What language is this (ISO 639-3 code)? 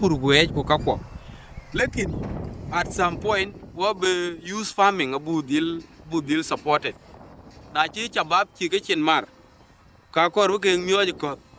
din